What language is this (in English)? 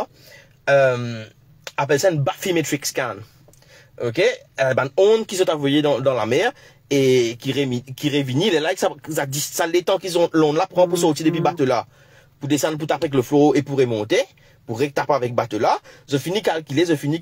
Morisyen